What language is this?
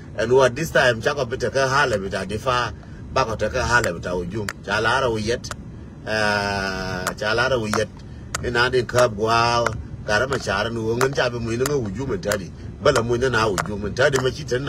Nuer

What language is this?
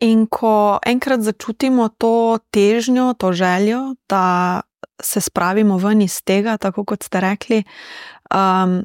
Slovenian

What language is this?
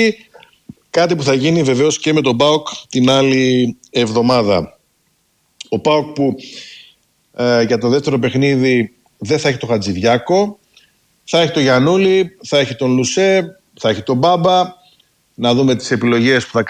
Greek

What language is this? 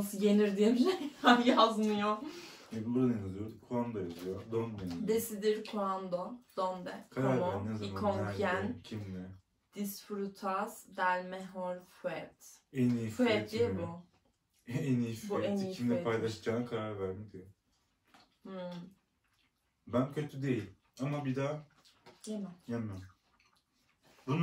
Turkish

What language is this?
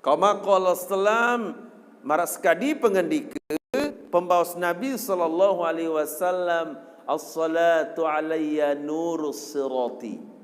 Sasak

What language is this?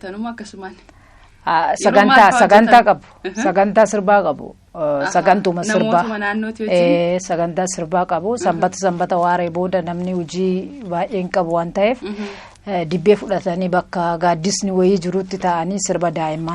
Oromo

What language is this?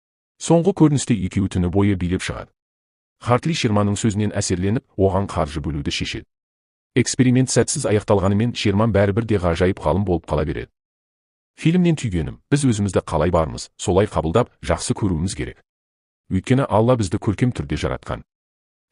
Kazakh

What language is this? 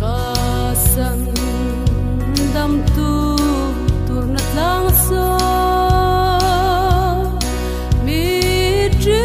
Hmar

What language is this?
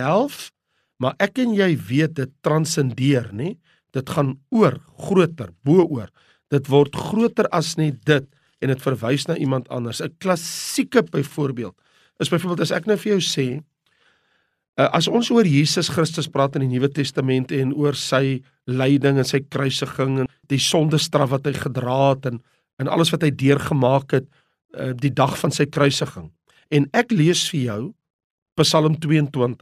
Afrikaans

